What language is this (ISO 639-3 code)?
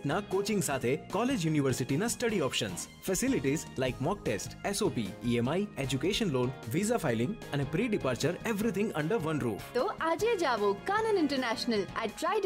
guj